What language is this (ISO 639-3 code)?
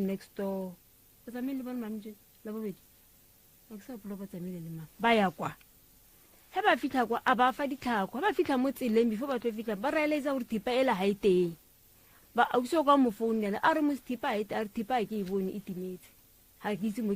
nso